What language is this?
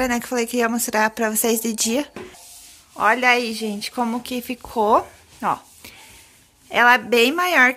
Portuguese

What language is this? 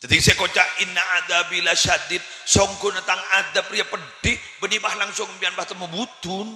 Madurese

